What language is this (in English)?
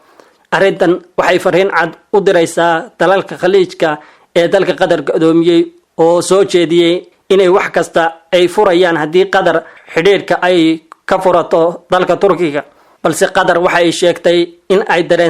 Somali